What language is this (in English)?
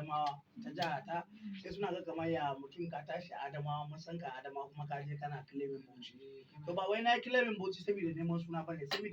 Hausa